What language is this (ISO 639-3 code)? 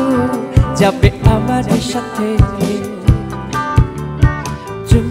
ben